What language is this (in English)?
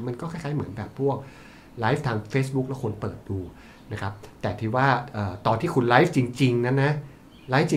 Thai